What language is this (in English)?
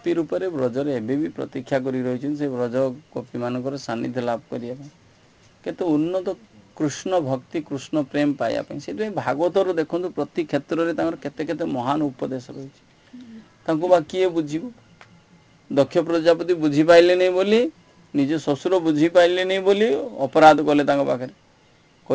Odia